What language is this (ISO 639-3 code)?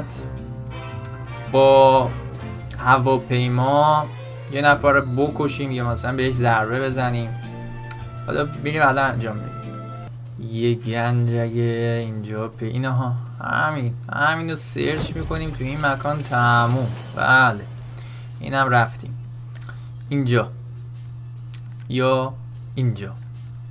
fas